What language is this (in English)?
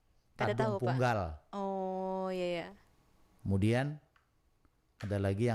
Banjar